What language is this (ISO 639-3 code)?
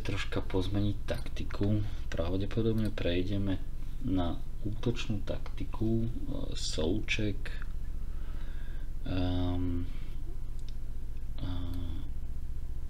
slk